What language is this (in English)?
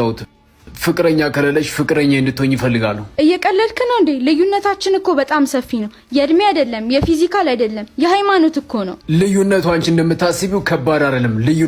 Amharic